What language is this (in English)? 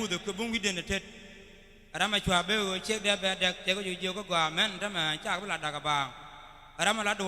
Nuer